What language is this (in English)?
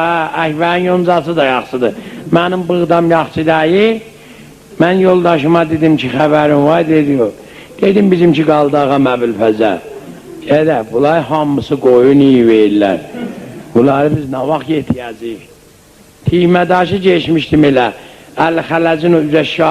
South Azerbaijani